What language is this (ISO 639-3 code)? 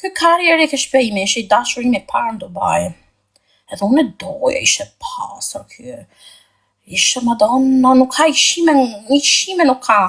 sqi